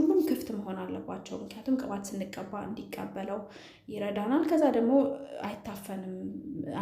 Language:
Amharic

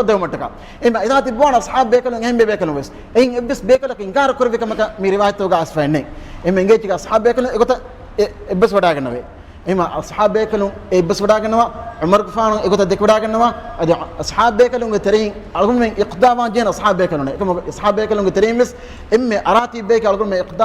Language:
Divehi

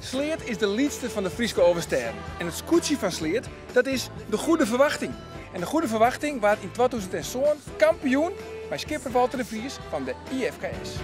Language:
Western Frisian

